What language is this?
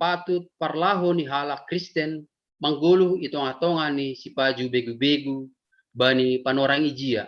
Batak Simalungun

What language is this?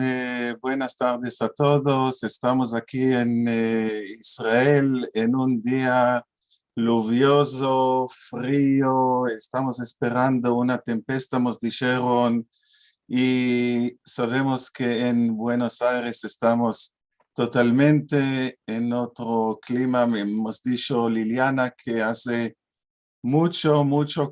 Ladino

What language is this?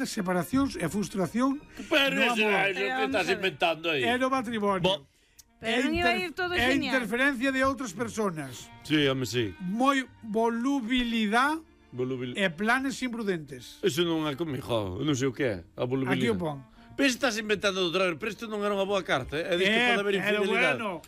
Galician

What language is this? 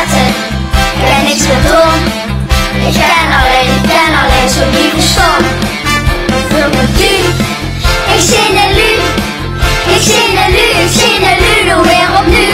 Limburgish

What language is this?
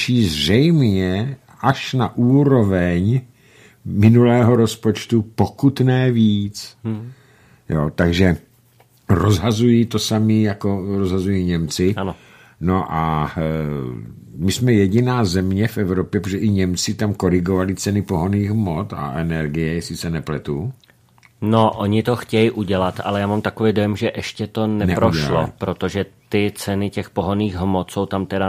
Czech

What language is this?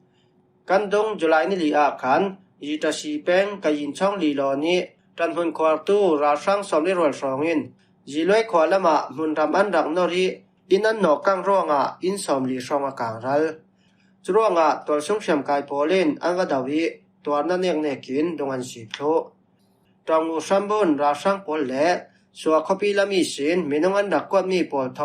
Falam Chin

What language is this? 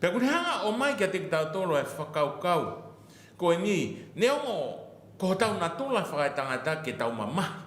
Tongan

